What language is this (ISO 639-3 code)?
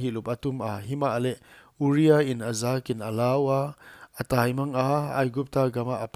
pck